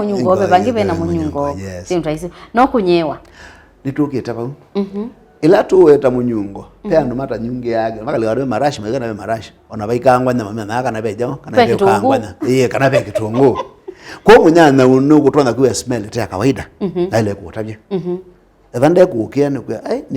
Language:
Kamba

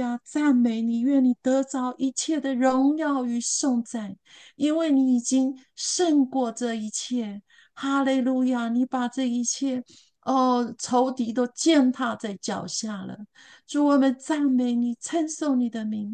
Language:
Chinese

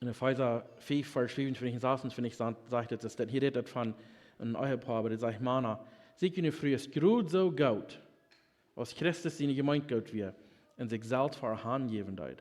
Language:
Plautdietsch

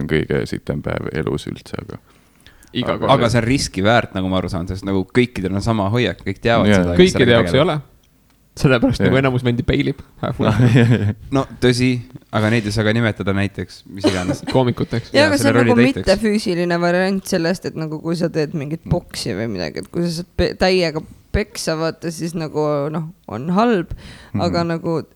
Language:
Estonian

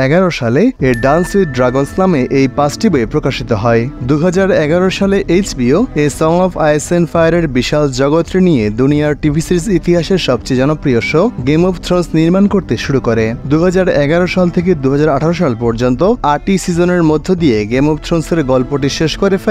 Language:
Bangla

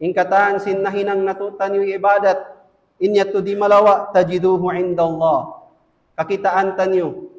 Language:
Tausug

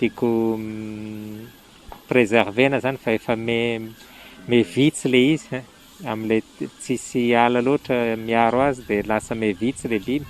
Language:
Malagasy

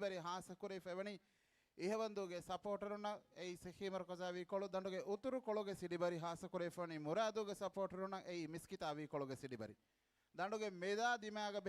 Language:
Divehi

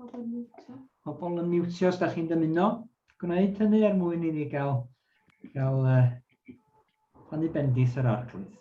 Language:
Welsh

